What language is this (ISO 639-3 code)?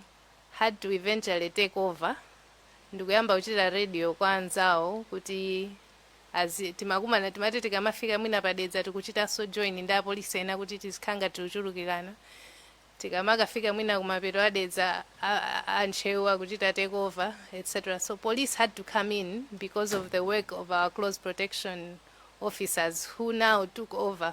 nya